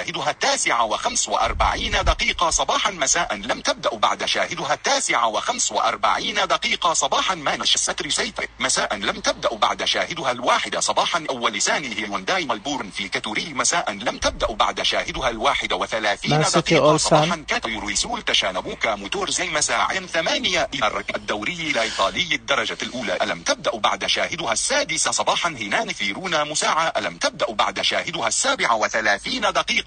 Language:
Najdi Arabic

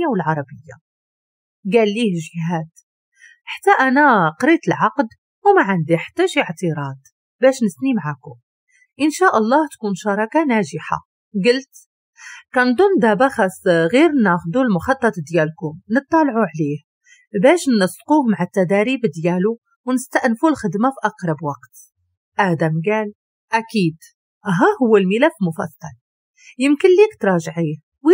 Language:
Moroccan Arabic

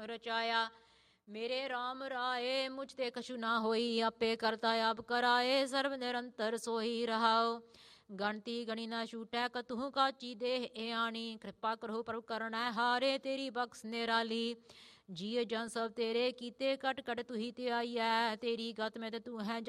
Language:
Punjabi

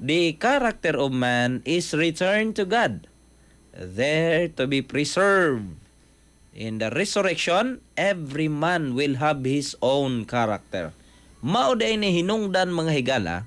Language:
Cebuano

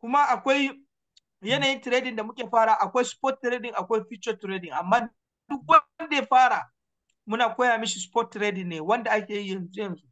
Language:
Hausa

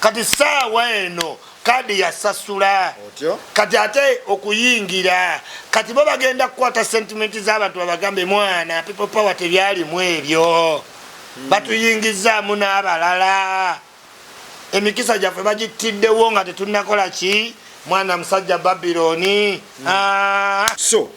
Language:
Ganda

